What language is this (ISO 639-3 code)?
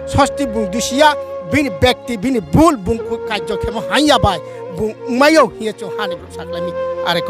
ria